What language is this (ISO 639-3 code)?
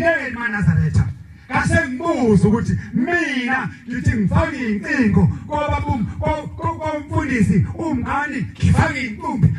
zul